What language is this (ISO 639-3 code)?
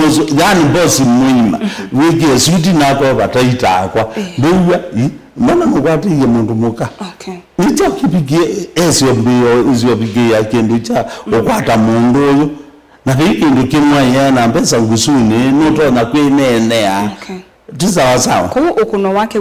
kam